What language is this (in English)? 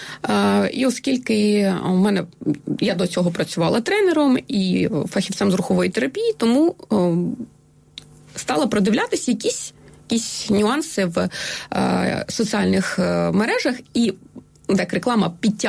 Ukrainian